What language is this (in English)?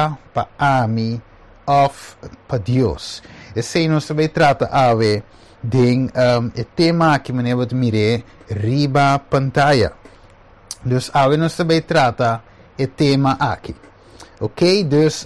Papiamento